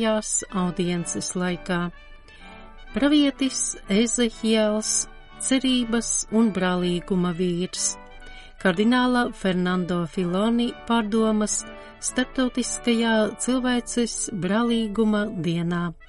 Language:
Latvian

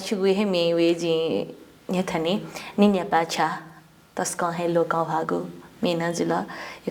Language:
Newari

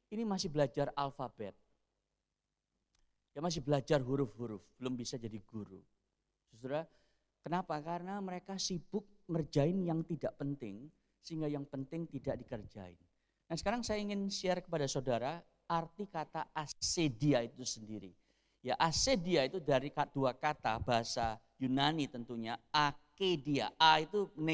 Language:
Indonesian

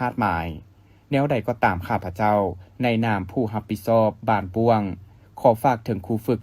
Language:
Lao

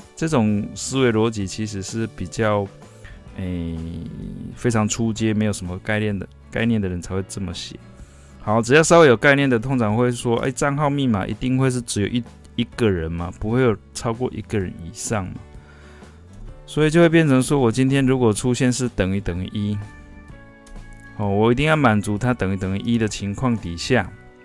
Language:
Chinese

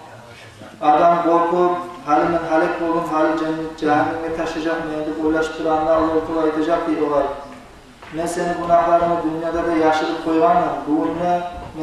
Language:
Kumyk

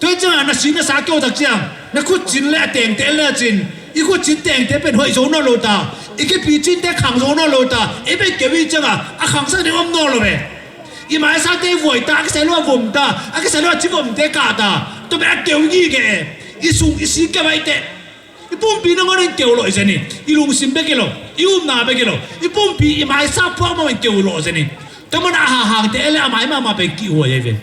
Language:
Tedim Chin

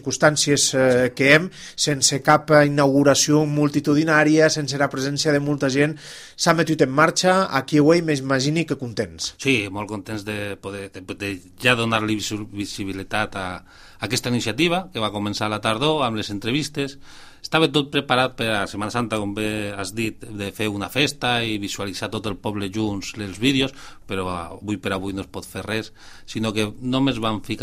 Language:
Catalan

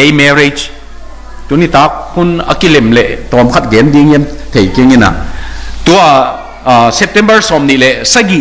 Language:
Tedim Chin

